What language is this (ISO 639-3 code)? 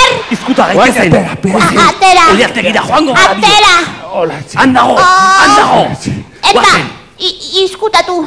eus